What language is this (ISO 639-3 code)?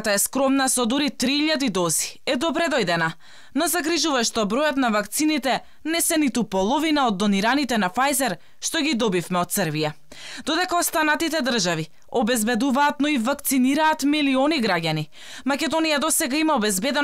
mkd